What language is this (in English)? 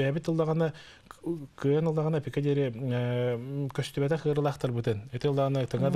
Yakut